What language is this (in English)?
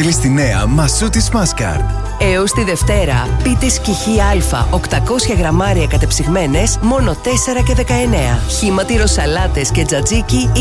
Greek